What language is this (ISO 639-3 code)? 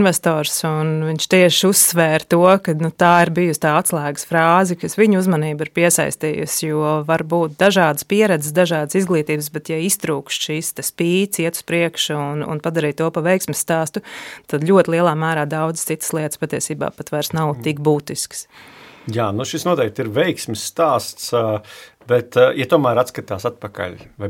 lav